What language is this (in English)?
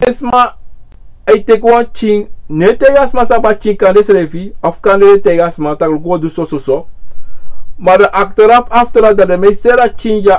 Sranan Tongo